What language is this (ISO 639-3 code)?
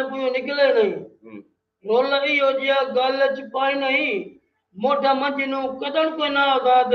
skr